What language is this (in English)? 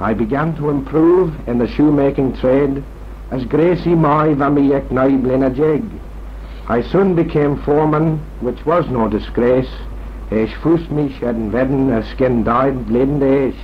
Manx